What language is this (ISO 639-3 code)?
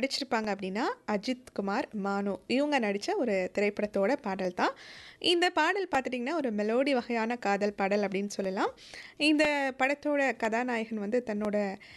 tam